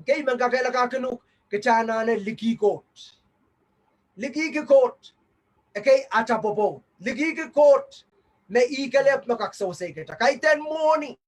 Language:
Pohnpeian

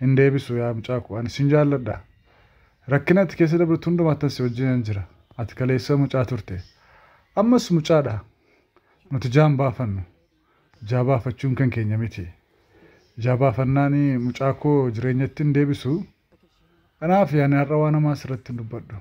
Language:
Oromo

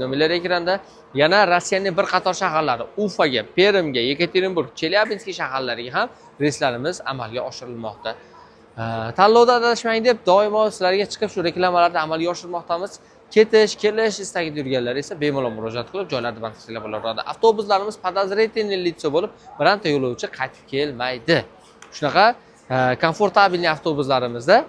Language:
Uzbek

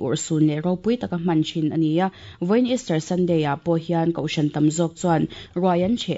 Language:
Mizo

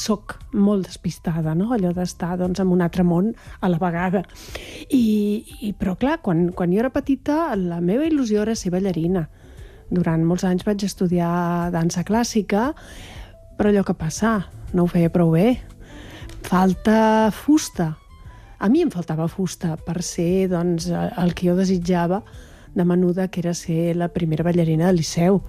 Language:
Catalan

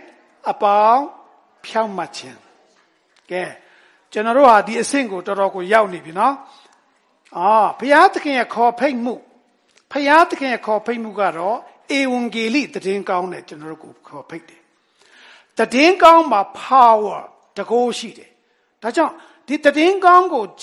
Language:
Burmese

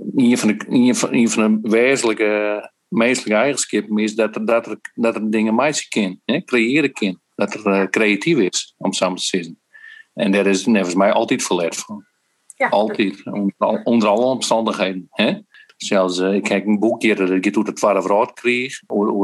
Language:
Western Frisian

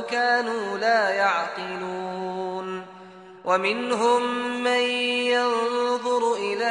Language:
Arabic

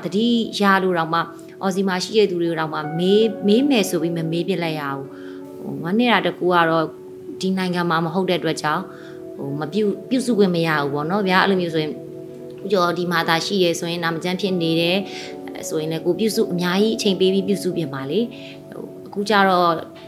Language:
Burmese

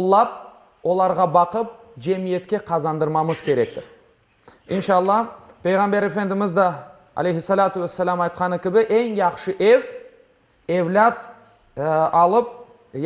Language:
Crimean Tatar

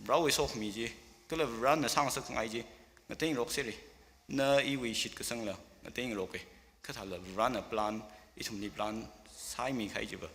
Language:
Tangkhul Naga (India)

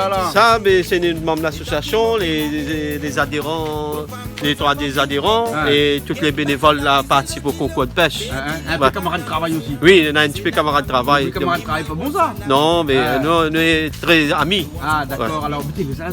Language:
Réunion Creole French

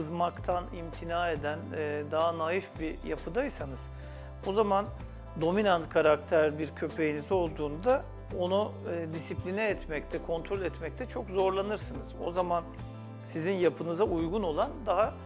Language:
Turkish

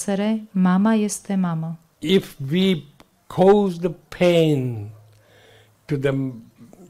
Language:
Romanian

